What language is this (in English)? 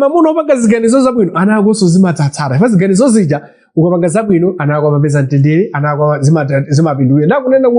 Nyanja